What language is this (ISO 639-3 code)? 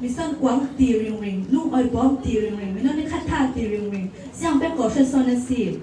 cfm